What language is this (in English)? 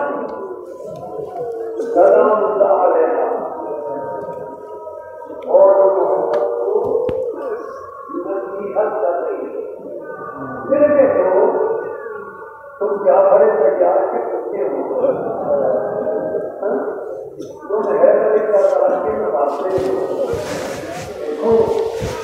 Urdu